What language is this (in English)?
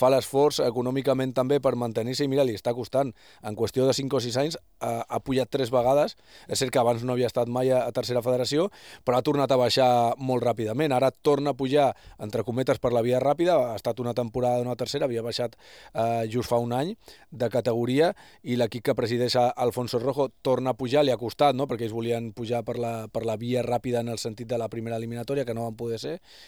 Catalan